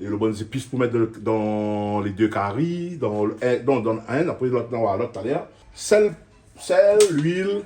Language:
Réunion Creole French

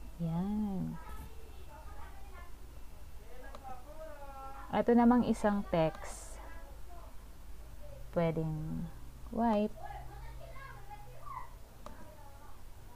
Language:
Filipino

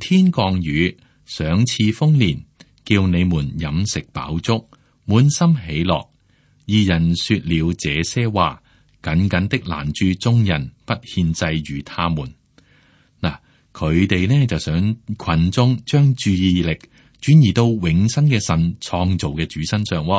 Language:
Cantonese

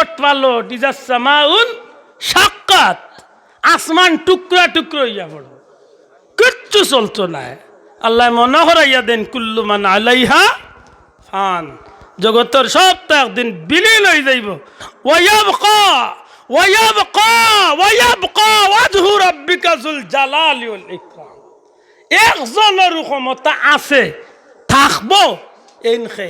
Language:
Sylheti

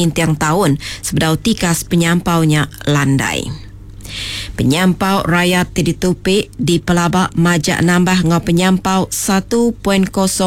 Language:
Iban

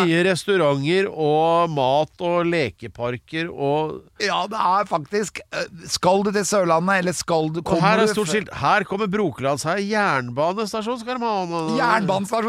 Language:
Norwegian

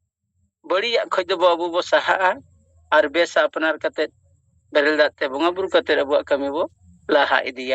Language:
Santali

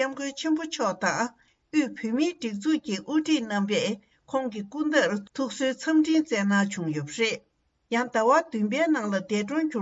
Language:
Tibetan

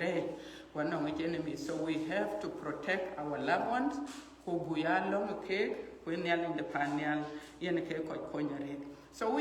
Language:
Dinka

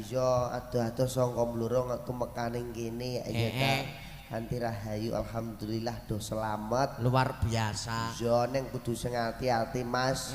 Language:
Javanese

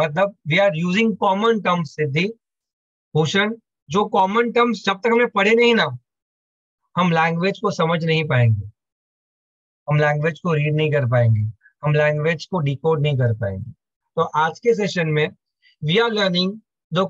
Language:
Hindi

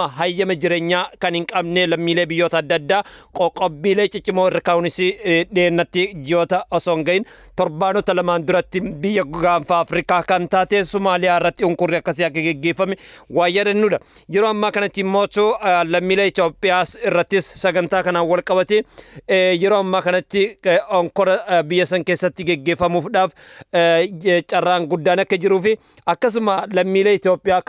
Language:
Oromo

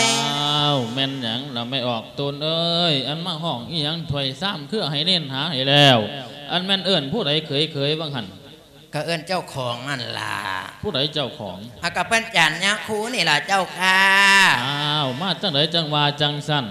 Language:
Lao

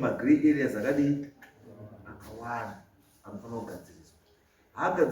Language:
Shona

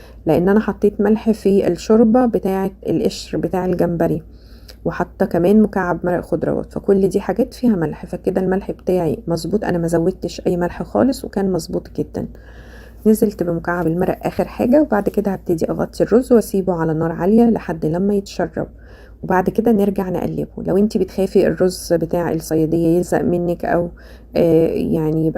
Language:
Egyptian Arabic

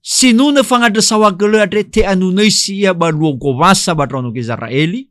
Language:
Nias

